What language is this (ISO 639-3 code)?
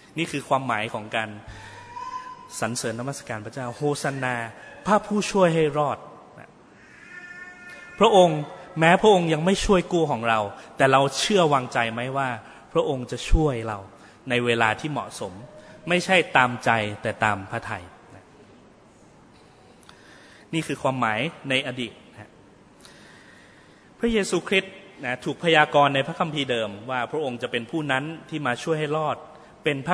tha